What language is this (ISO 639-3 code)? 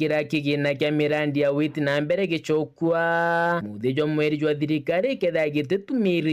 mer